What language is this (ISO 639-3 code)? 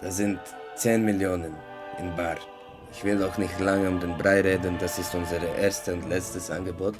gsw